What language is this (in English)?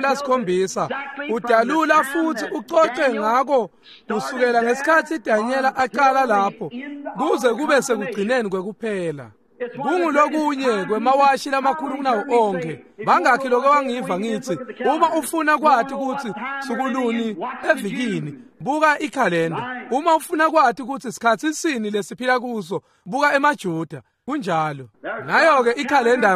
Swati